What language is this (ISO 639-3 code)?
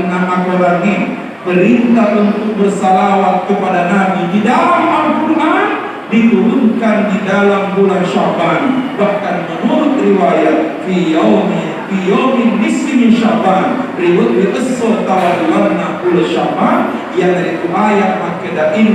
bug